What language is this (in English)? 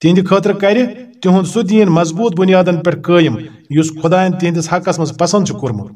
Kashmiri